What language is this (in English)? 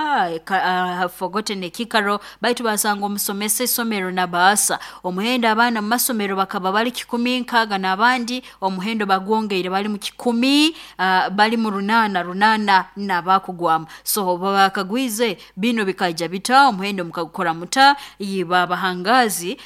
Nyoro